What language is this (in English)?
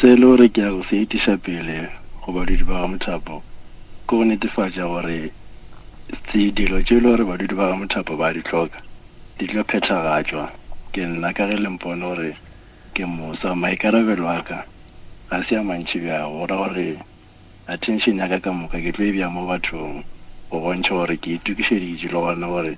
Northern Sotho